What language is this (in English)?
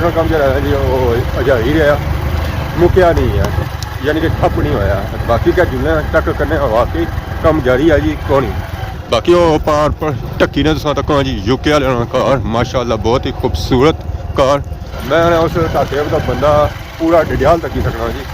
Pahari-Potwari